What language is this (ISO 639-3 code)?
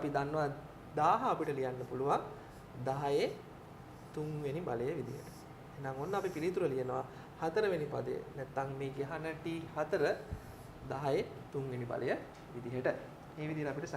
sin